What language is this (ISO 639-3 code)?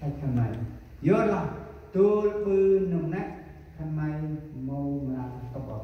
cmo